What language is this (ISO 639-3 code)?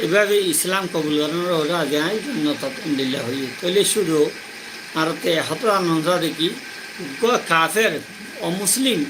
rhg